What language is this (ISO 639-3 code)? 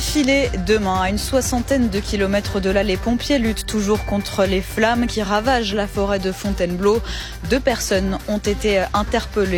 fra